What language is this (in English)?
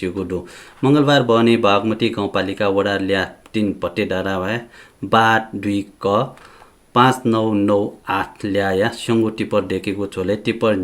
Newari